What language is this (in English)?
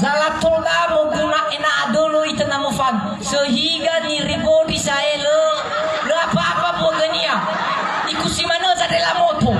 Nias